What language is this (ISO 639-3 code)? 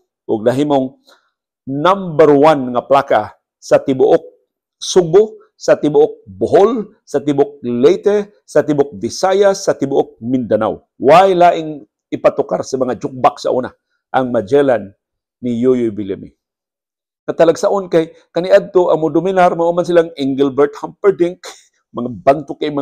ceb